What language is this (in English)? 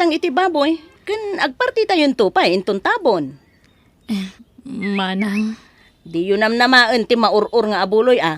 Iloko